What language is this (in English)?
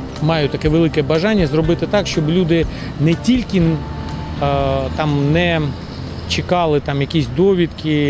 Ukrainian